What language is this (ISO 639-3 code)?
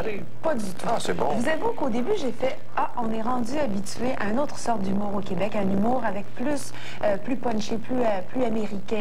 fra